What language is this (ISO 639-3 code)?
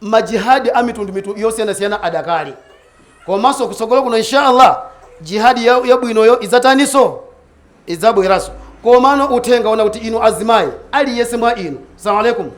nya